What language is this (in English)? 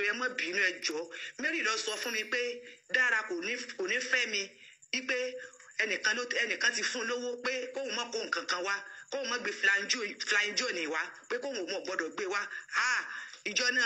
Yoruba